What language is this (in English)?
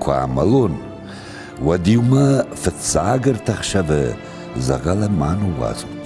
Ossetic